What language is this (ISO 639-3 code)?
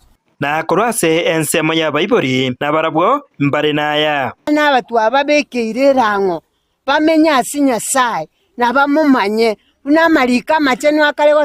guz